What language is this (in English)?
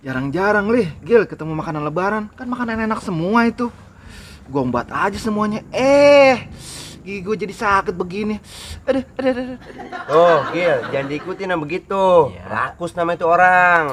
Betawi